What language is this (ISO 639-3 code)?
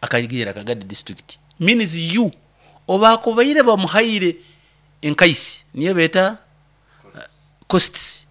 nyo